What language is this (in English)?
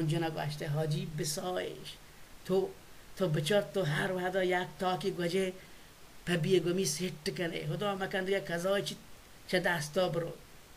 Baluchi